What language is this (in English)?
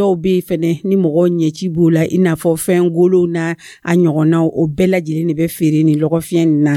Dyula